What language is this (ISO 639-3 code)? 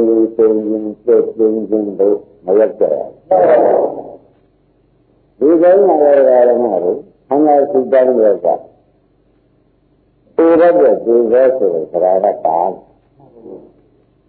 mya